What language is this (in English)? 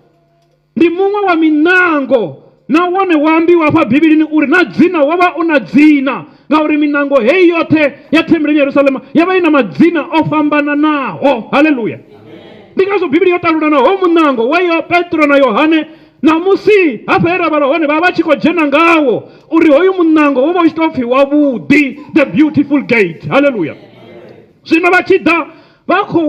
Venda